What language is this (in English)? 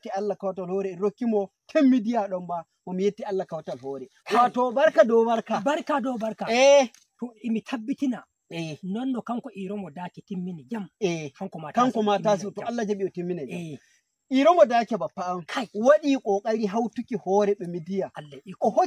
Nigerian Fulfulde